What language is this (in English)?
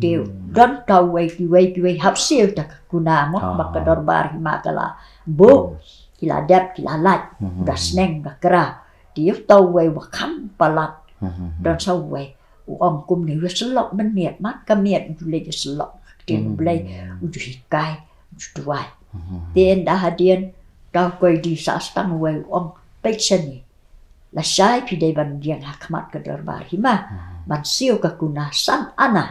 Khasi